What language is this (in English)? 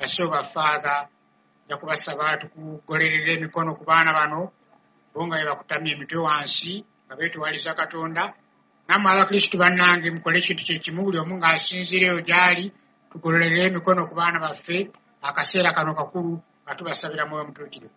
Ganda